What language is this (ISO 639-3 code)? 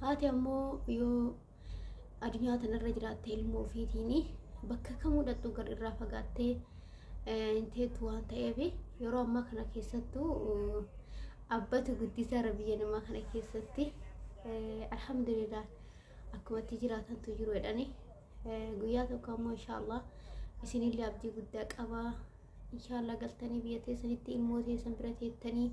orm